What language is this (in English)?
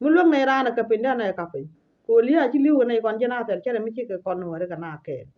Nuer